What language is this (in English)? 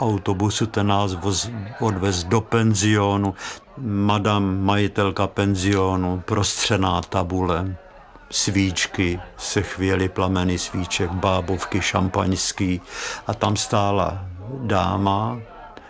Czech